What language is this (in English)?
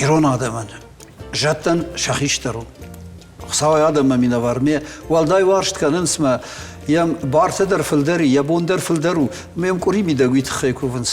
Ossetic